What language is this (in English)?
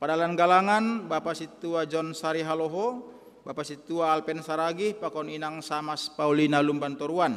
Batak Simalungun